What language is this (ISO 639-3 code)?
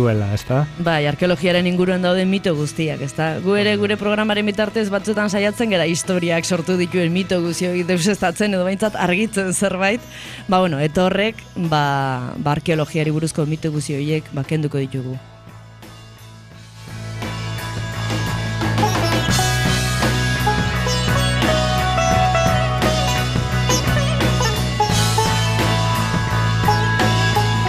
eus